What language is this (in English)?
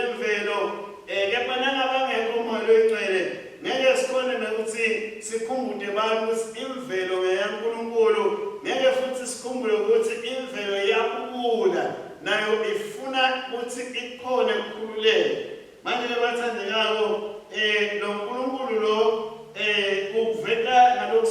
Swati